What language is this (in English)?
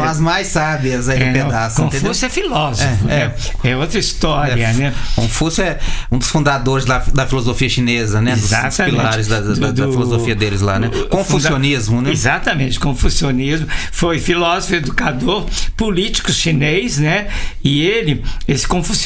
Portuguese